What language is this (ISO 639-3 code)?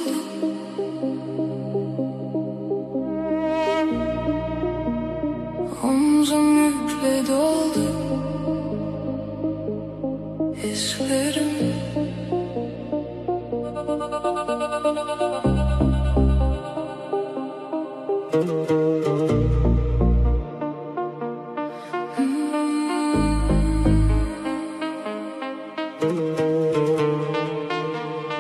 tur